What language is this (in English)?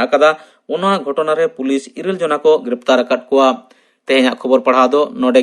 Santali